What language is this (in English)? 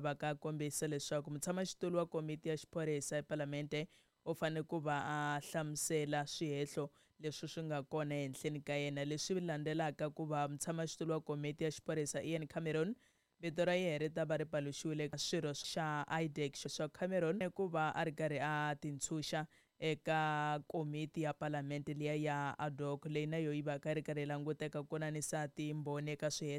Tsonga